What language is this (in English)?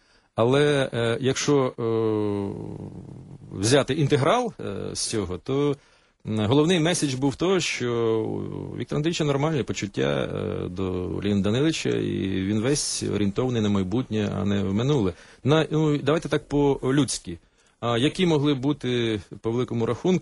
Ukrainian